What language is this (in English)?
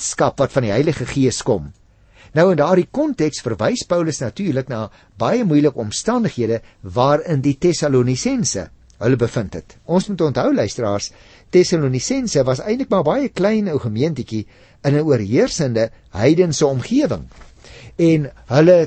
Afrikaans